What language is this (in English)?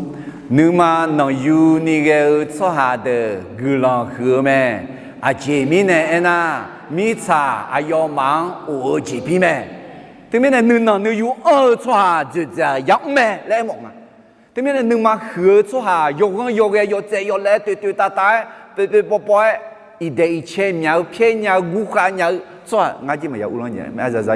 Akha